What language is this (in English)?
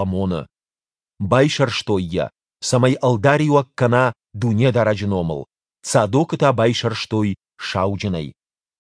Ossetic